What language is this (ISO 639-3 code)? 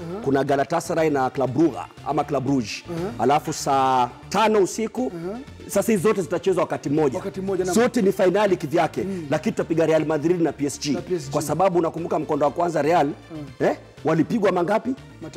swa